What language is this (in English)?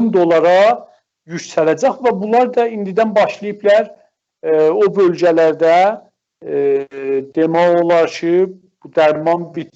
South Azerbaijani